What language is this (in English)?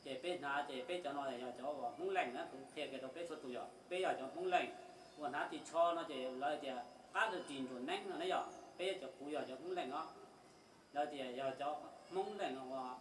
Hmong